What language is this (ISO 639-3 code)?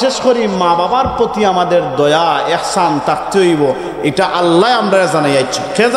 syl